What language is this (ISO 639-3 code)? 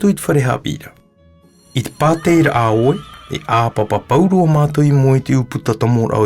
tah